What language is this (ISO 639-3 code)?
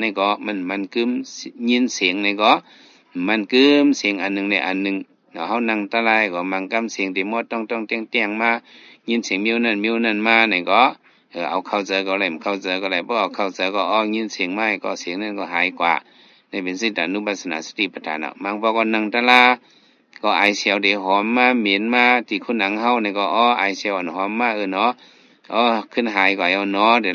shn